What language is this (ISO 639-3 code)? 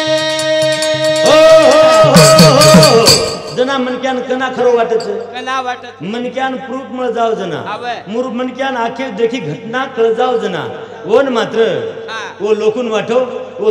lmn